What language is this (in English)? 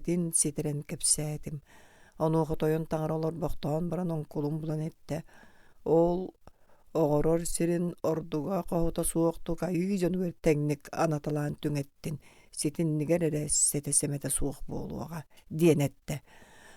Yakut